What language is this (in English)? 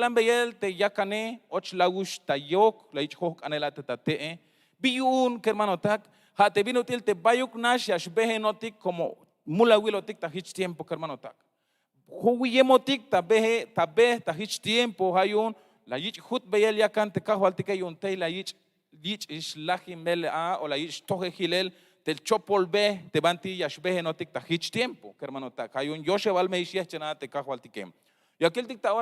Tzeltal